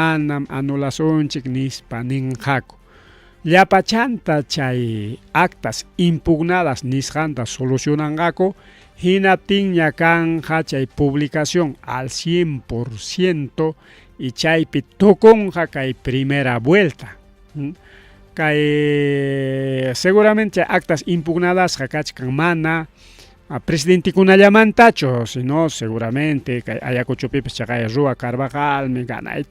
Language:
Ayacucho Quechua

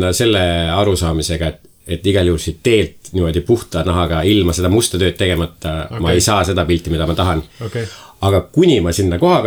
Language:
Estonian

